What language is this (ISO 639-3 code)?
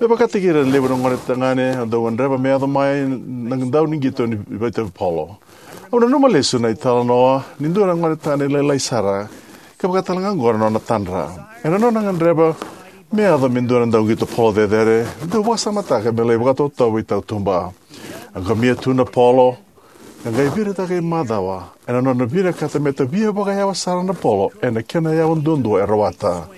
fij